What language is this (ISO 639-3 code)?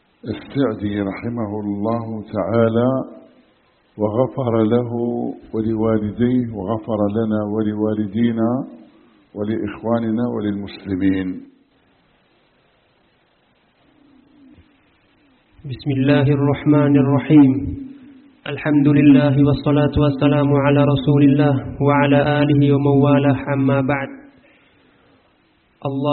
ara